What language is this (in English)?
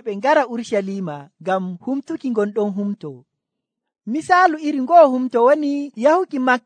Nigerian Fulfulde